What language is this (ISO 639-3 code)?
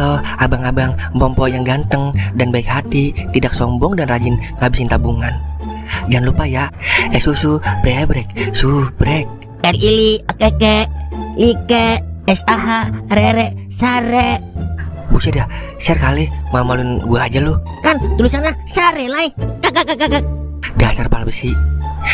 bew